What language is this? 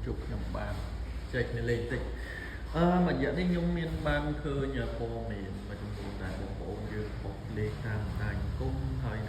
Khmer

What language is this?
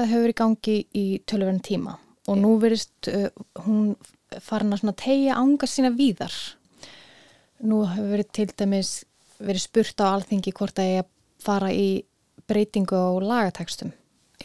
Icelandic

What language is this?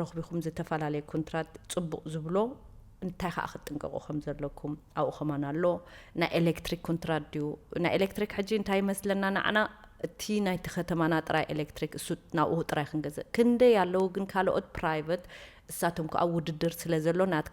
Tigrinya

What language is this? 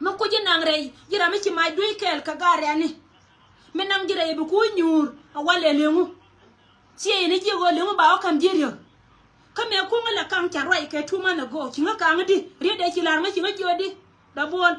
Nuer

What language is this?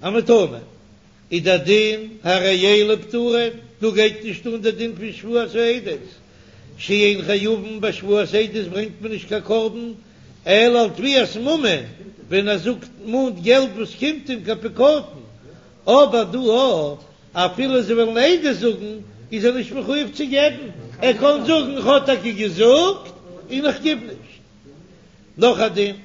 Yiddish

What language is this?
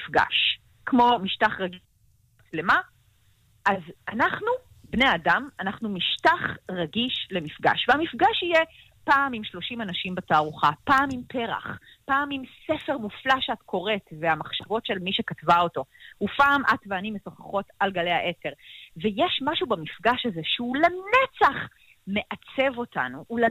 Hebrew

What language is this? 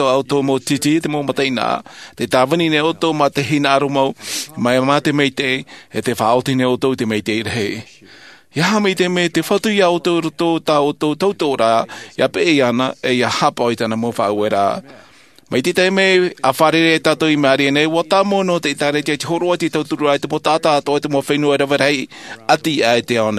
Tahitian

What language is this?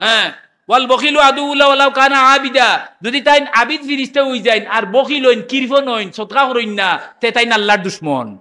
Sylheti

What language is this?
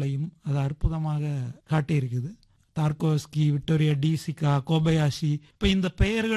Tamil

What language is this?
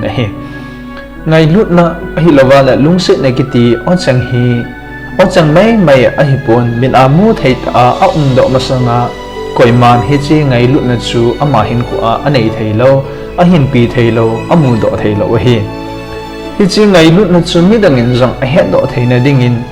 Thado Chin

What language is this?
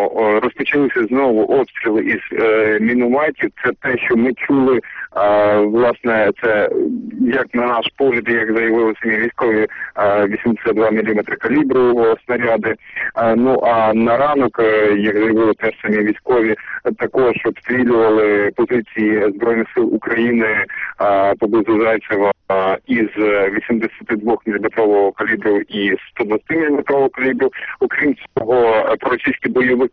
Ukrainian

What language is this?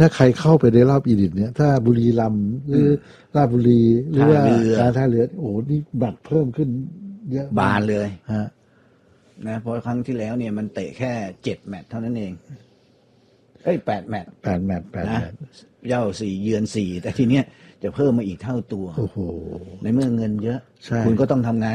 Thai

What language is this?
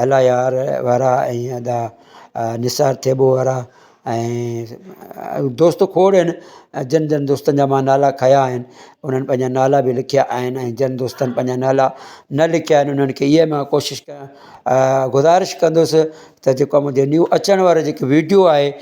Sindhi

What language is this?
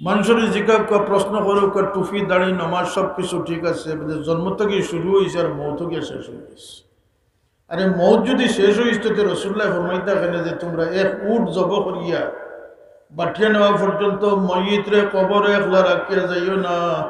Sylheti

